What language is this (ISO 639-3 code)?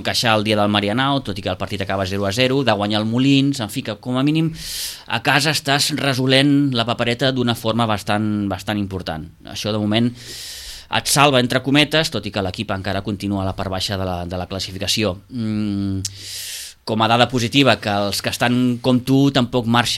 cat